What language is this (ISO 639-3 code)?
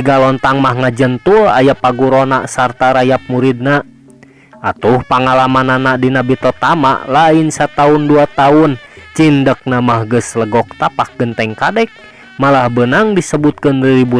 sun